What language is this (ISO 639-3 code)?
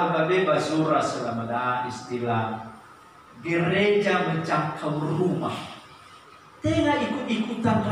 nia